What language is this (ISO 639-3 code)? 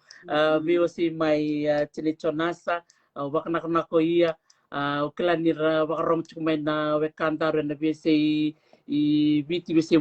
fij